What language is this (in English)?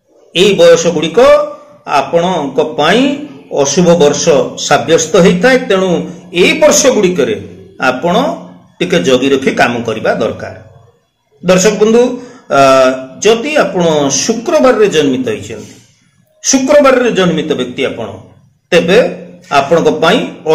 Odia